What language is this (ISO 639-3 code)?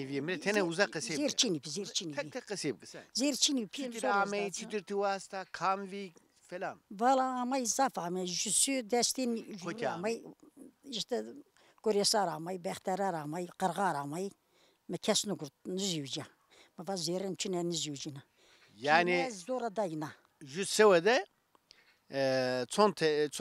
zza